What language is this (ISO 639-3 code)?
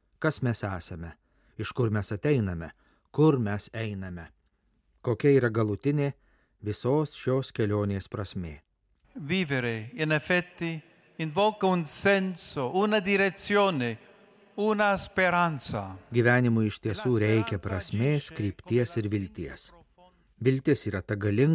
lit